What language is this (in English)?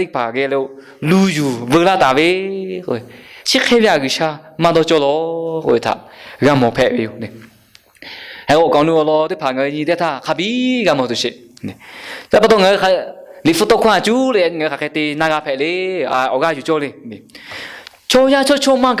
Lahu